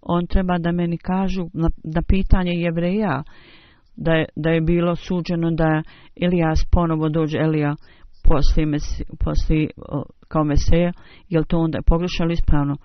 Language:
Bosnian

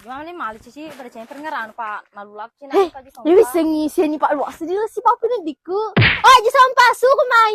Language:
Buginese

